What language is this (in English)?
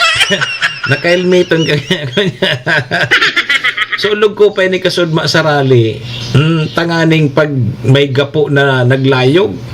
Bikol